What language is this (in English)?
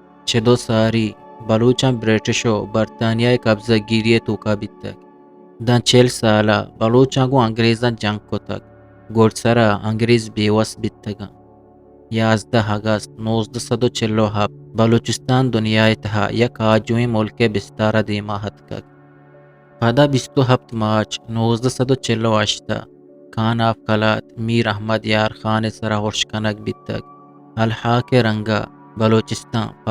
Eastern Balochi